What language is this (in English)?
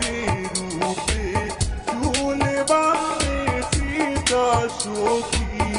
Sylheti